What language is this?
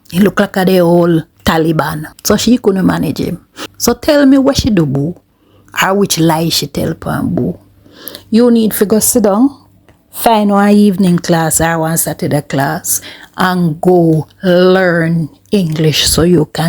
Jamaican Creole English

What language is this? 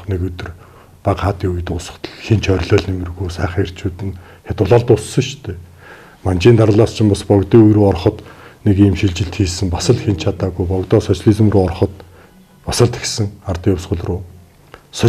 Mongolian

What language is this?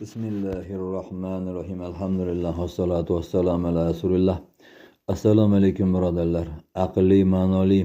Uzbek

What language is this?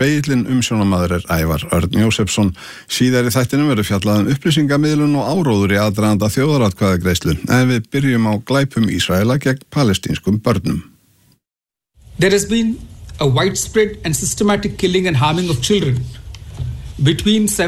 Icelandic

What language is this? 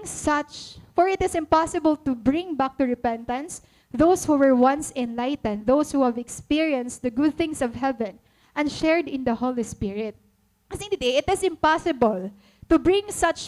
Waray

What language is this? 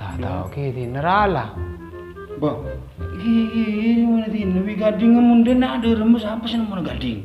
Madurese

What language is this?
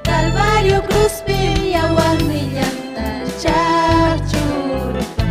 Ayacucho Quechua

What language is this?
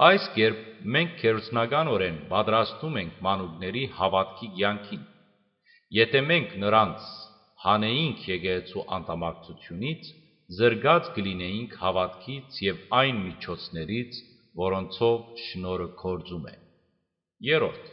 Western Armenian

